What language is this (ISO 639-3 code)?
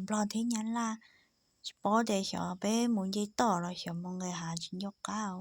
hmn